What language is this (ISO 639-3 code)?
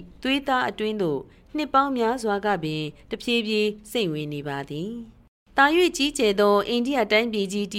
mya